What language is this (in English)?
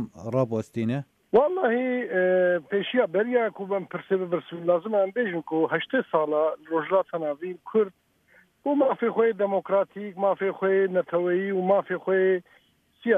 Kurdish